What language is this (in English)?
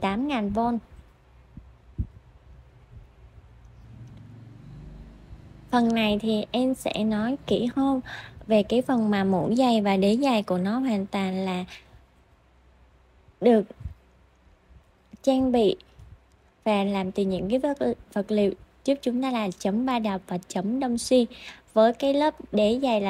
Vietnamese